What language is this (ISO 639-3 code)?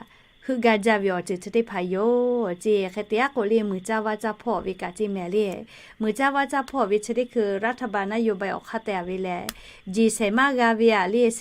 lhu